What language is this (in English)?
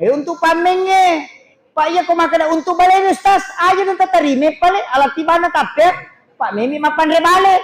Buginese